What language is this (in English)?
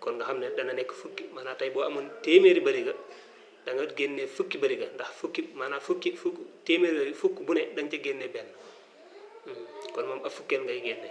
Wolof